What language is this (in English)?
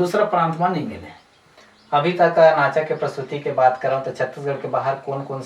Chhattisgarhi